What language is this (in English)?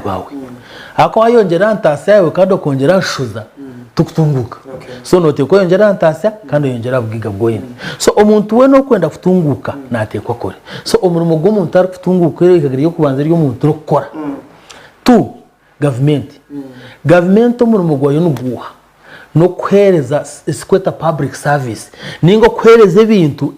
Nyankole